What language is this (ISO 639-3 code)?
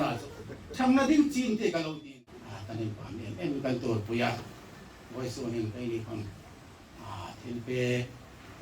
hmr